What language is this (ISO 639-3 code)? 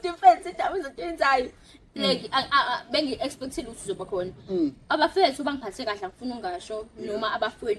zul